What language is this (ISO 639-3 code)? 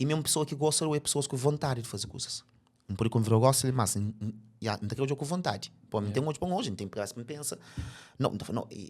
kea